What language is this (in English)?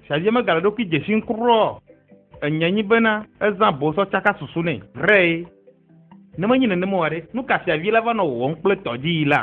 Ewe